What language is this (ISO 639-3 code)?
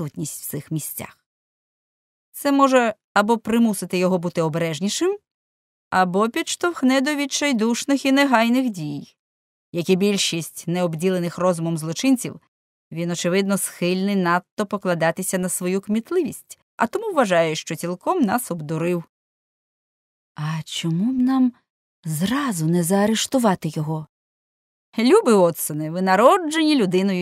ukr